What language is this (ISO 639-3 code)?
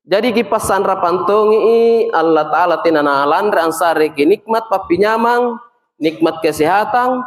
mak